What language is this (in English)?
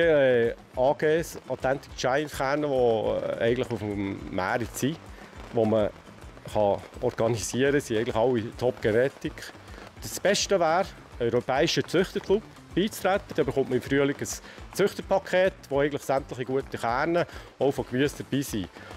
Swiss German